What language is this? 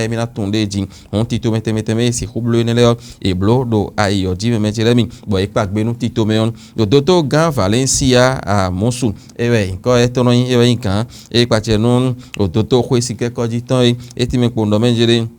Fon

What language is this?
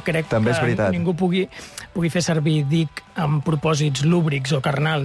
Catalan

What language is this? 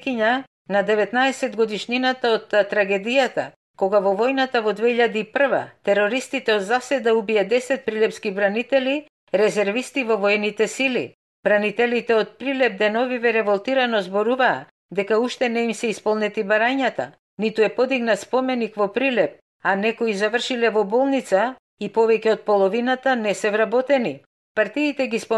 Macedonian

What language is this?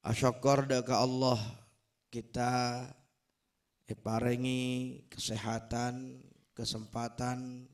Madurese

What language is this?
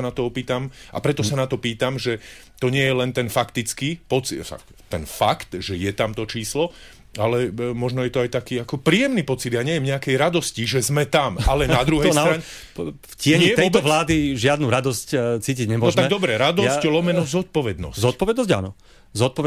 Slovak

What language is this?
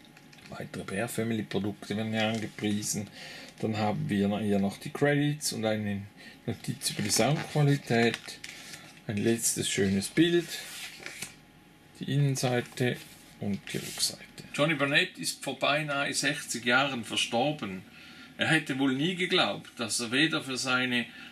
German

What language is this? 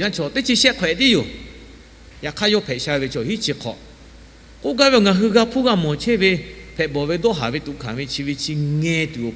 Lahu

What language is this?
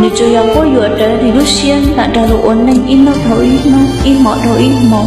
Hmong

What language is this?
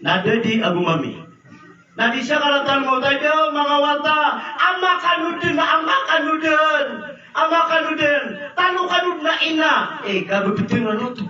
Maranao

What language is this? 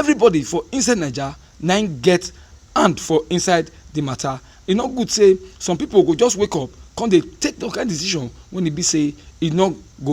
Nigerian Pidgin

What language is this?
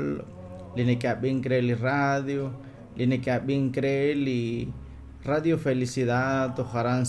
Kekchí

